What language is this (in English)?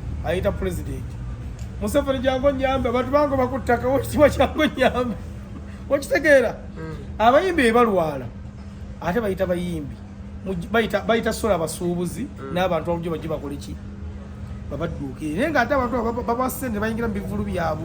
Ganda